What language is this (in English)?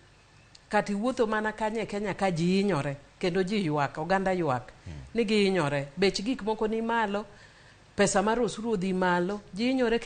Luo (Kenya and Tanzania)